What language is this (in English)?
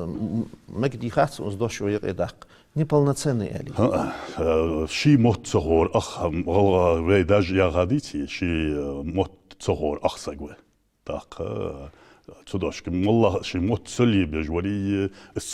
Ingush